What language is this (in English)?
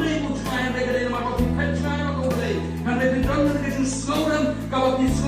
Khasi